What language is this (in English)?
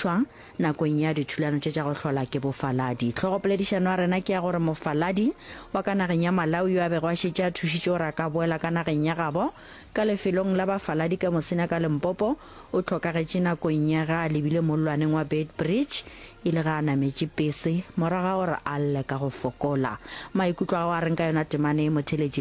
Northern Sotho